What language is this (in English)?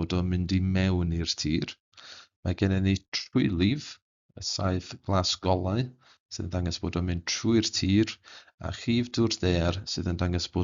Welsh